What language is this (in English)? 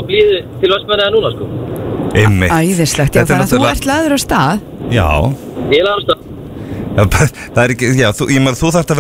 Icelandic